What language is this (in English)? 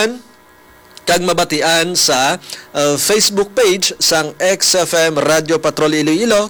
Hiligaynon